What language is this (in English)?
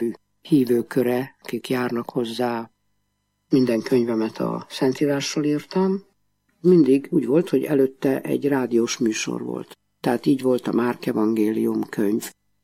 Hungarian